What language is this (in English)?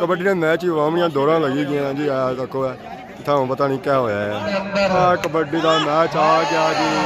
Pahari-Potwari